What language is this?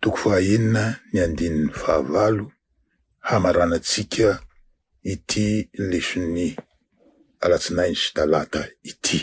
Malagasy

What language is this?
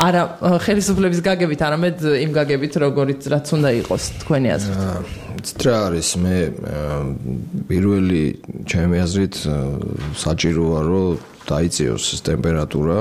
Georgian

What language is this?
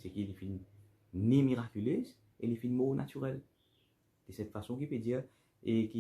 Morisyen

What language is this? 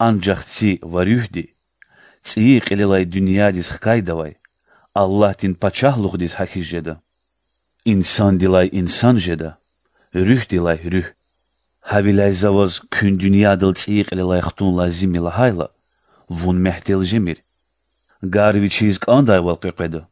Lezghian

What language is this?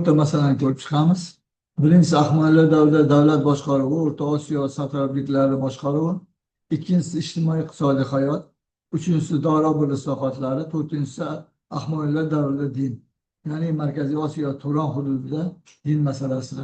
Uzbek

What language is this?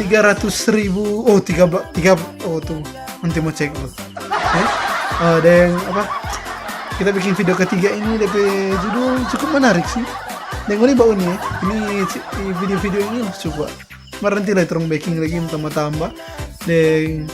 Manado Malay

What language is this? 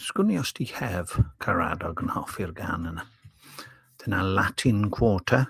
Welsh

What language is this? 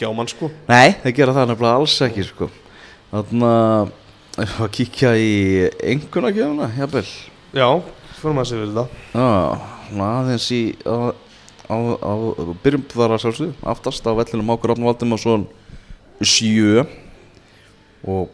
Icelandic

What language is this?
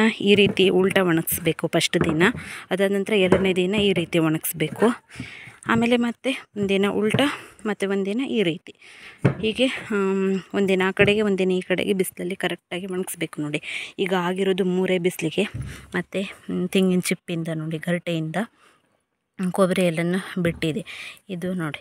Kannada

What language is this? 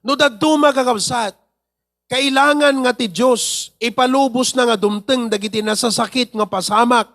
Iloko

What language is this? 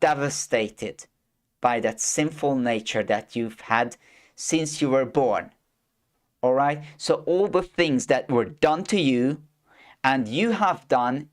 English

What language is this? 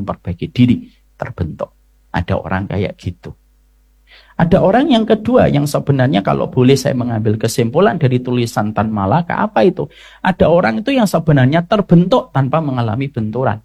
Indonesian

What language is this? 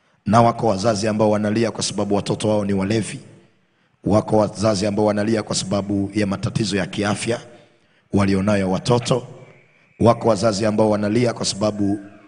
Swahili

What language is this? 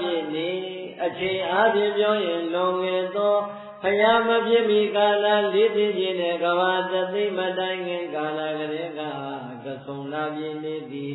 Burmese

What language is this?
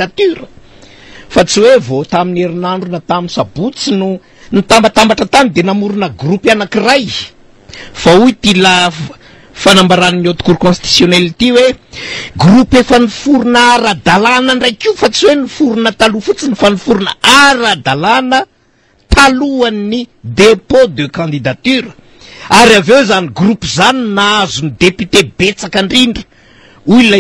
Malagasy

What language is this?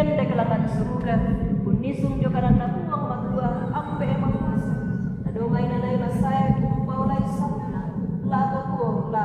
Toraja-Sa'dan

